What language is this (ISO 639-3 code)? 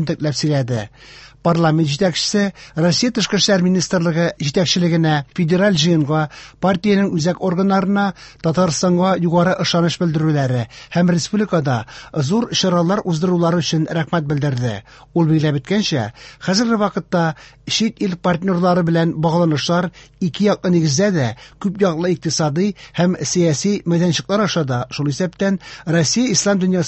tat